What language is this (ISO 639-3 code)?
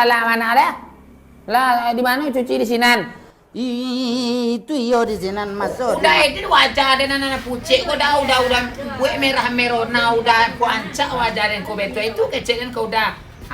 min